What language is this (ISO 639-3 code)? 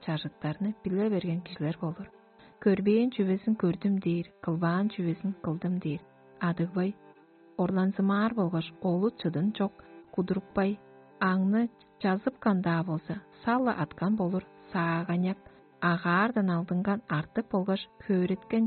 tyv